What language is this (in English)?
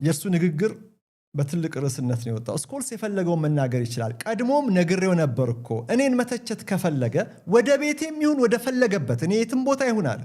Amharic